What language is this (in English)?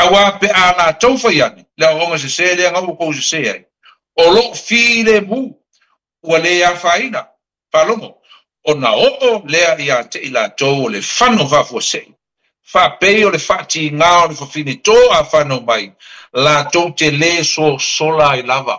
Samoan